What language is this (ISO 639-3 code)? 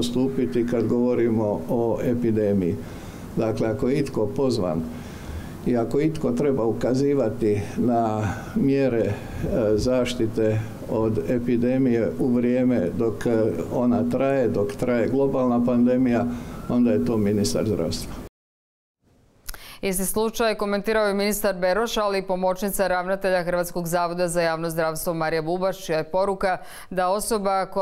hrv